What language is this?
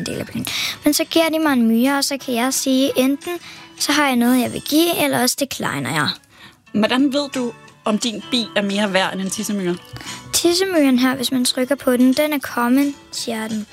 Danish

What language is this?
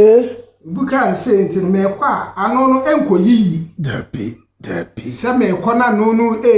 Akan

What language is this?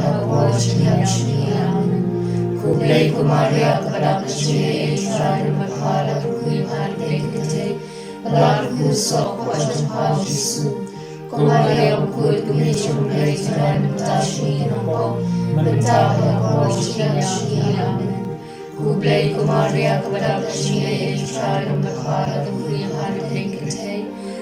Khasi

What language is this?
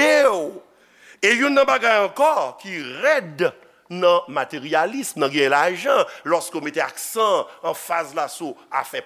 Haitian Creole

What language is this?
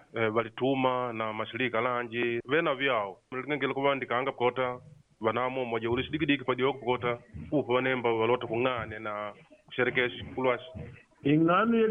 Makonde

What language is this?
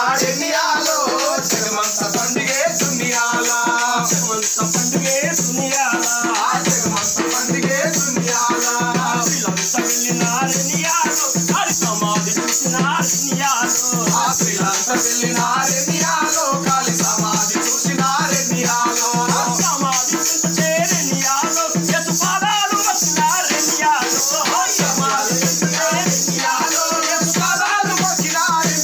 Telugu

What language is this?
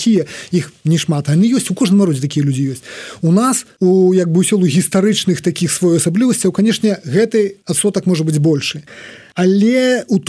Belarusian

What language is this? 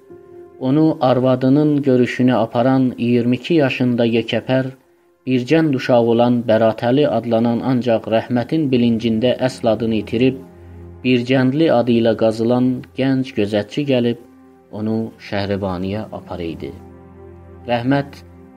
South Azerbaijani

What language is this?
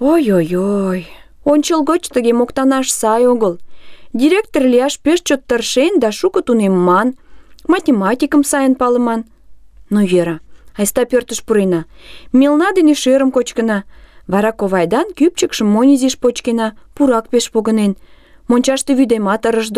Mari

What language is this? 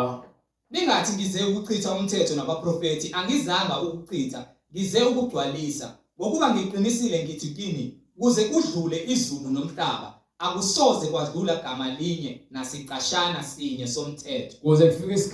Zulu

